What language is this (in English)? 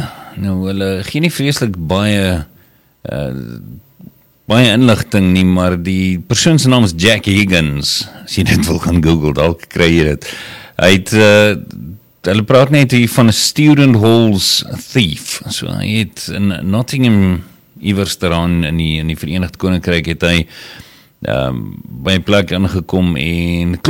Afrikaans